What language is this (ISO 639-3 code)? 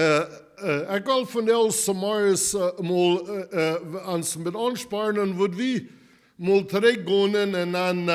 pdt